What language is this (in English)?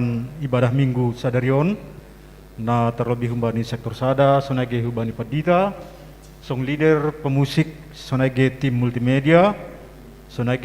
Batak Simalungun